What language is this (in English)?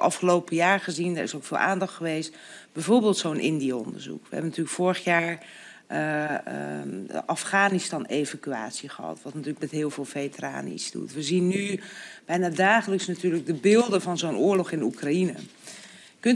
Dutch